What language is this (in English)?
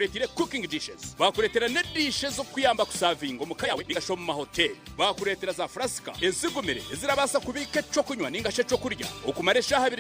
Nyankole